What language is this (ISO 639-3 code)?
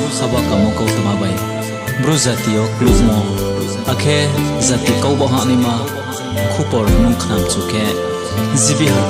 ria